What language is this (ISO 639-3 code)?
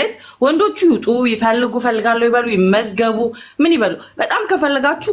amh